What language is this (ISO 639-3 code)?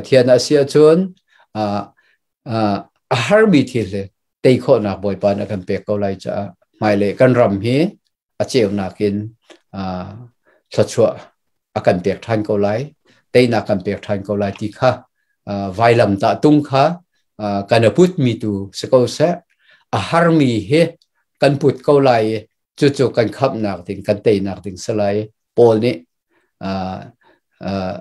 cnh